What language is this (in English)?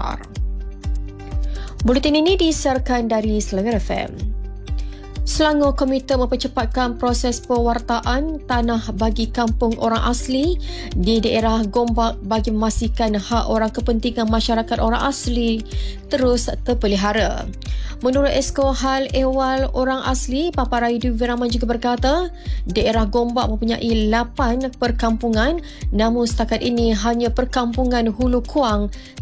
Malay